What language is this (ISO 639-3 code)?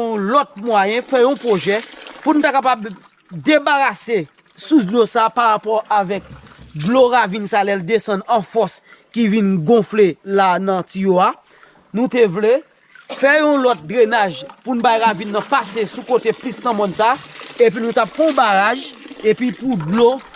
hat